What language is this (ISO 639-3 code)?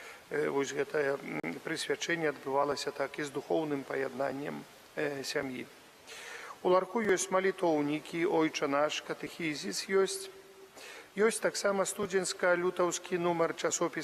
bel